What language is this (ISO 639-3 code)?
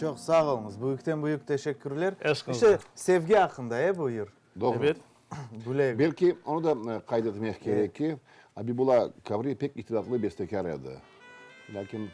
crh